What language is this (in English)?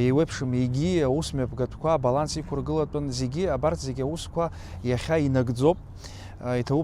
Abkhazian